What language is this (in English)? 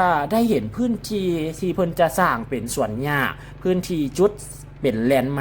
Lao